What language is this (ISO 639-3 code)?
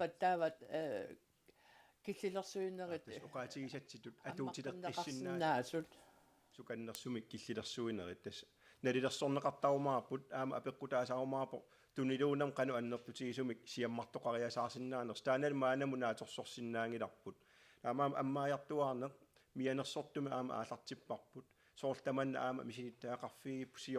kal